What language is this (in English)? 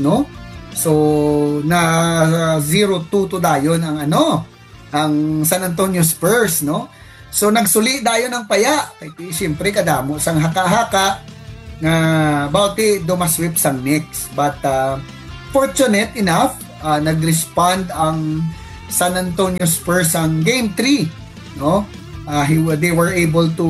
Hiligaynon